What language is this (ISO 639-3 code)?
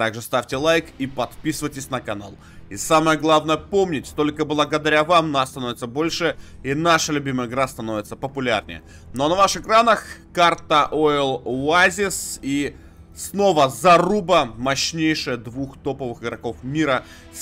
rus